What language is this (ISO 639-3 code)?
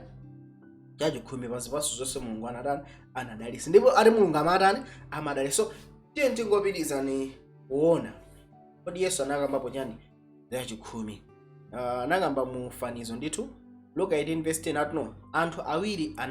nya